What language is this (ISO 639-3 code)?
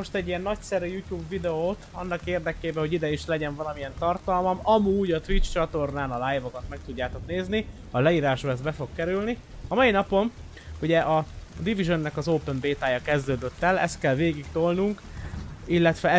hun